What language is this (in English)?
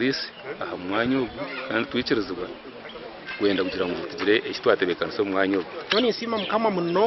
Nyankole